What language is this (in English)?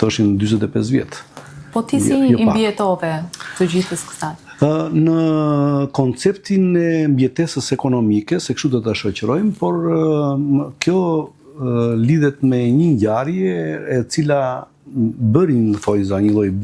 Albanian